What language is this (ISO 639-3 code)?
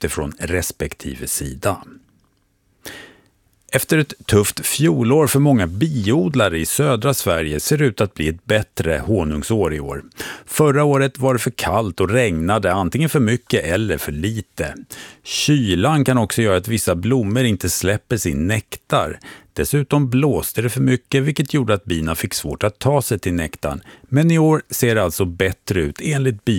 swe